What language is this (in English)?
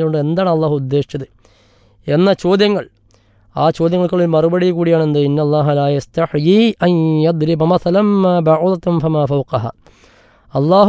Malayalam